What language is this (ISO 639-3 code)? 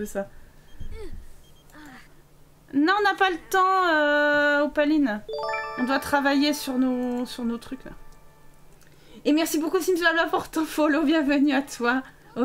fra